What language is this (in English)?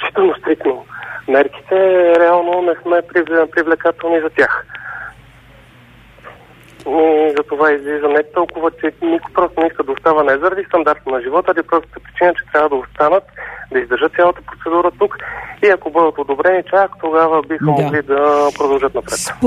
Bulgarian